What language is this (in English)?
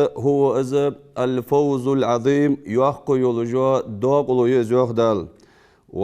Ingush